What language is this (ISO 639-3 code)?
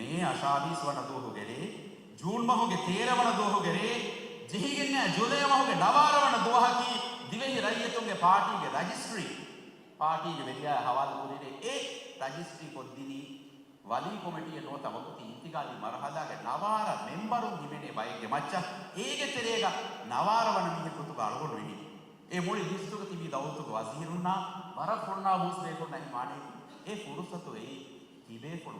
div